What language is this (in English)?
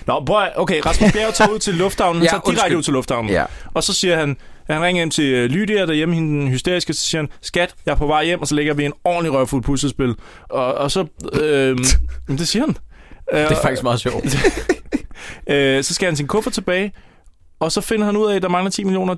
Danish